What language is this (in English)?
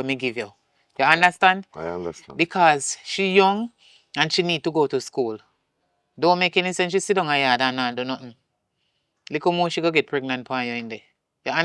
Jamaican Creole English